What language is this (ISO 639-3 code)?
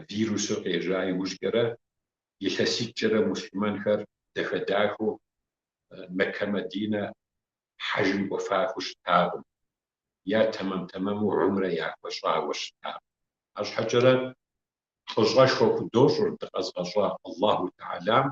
kbd